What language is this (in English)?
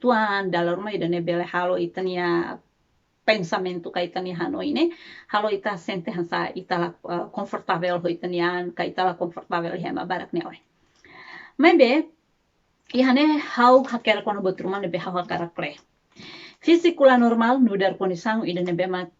Tetum